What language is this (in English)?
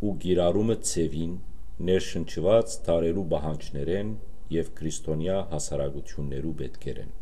Western Armenian